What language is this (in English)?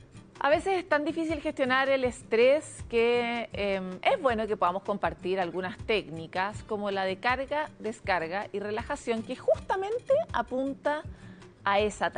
Spanish